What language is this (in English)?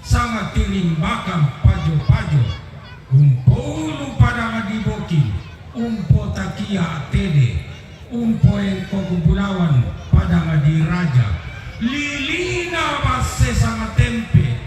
Toraja-Sa'dan